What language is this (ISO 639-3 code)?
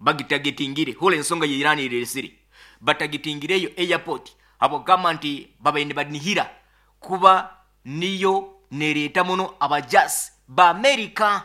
nyo